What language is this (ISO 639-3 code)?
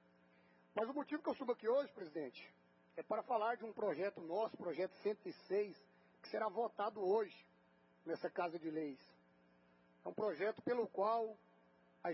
por